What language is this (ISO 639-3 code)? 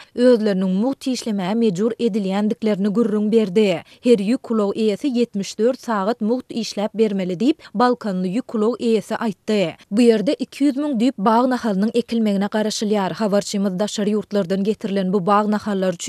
tuk